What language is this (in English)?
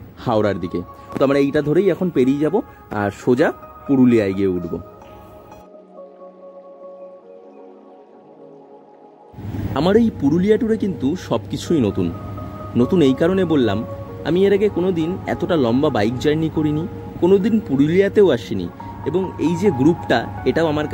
Bangla